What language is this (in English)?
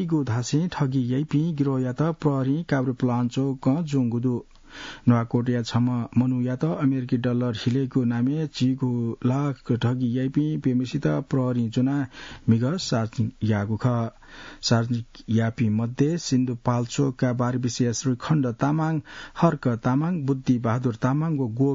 Newari